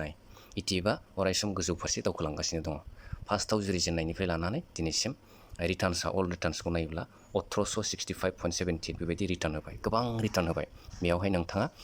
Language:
Bodo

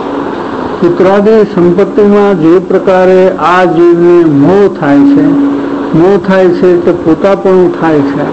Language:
Gujarati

